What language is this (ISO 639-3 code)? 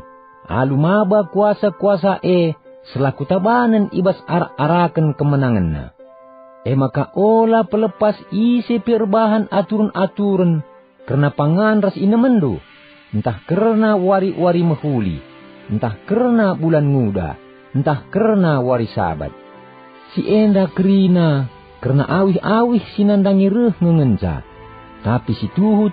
btx